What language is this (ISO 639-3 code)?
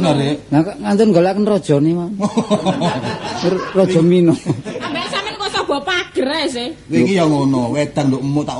jav